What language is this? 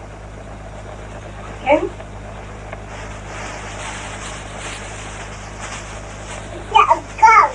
Hebrew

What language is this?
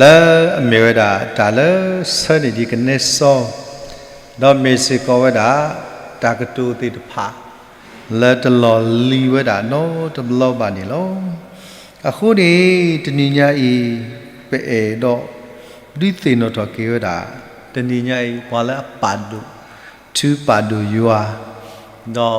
S'gaw Karen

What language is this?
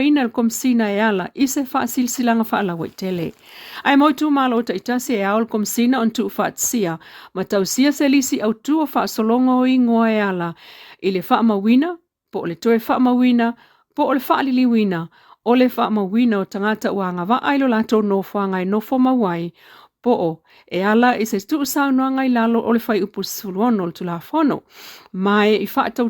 Samoan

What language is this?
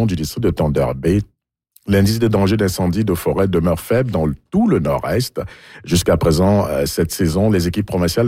French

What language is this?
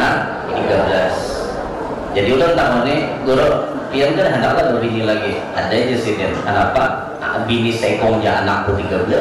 Banjar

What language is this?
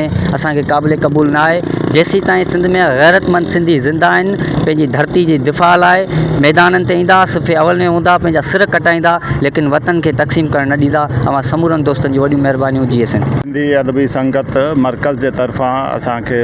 Sindhi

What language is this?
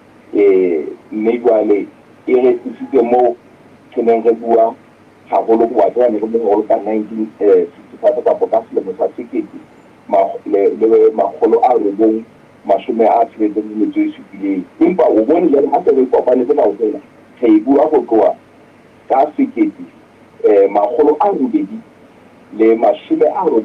Southern Sotho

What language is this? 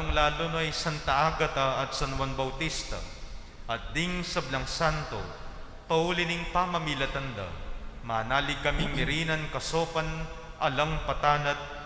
Pampanga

